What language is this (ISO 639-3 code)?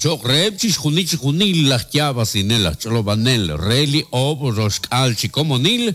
kek